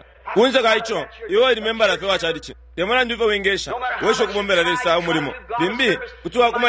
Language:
Bemba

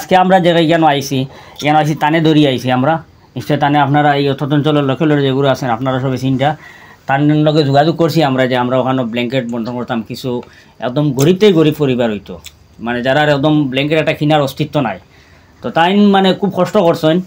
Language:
Sylheti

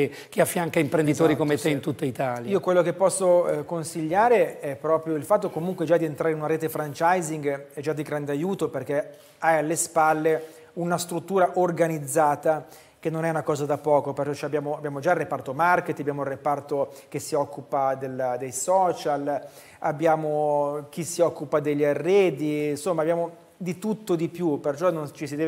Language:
Italian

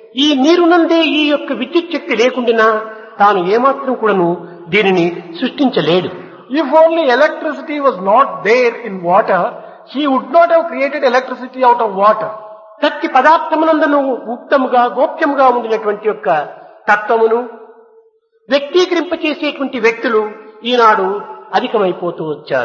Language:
Telugu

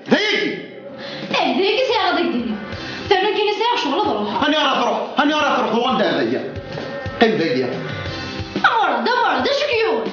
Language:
Kabyle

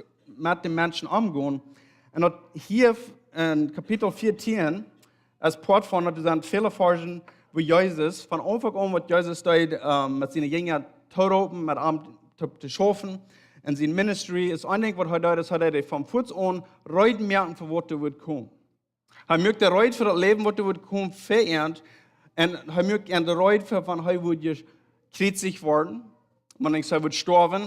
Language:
Plautdietsch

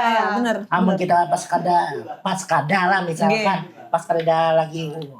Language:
Banjar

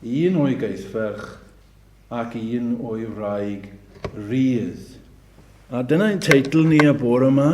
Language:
Welsh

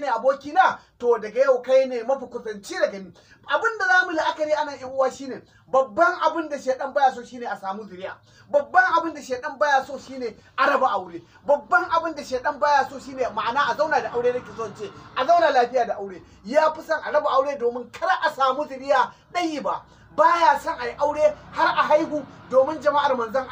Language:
Hausa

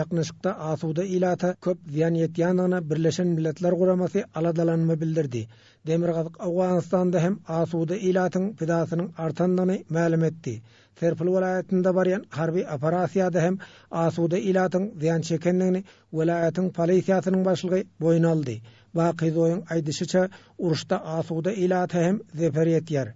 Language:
Turkmen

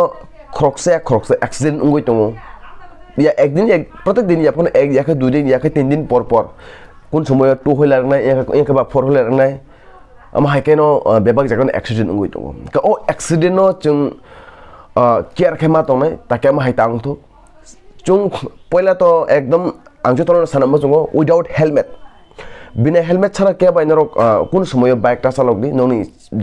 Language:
Kok Borok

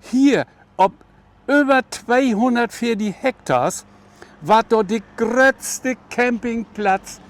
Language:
Low German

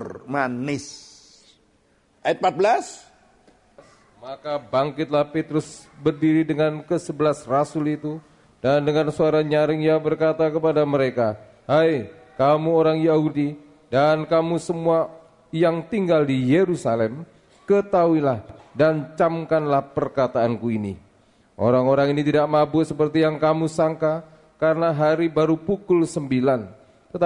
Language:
Indonesian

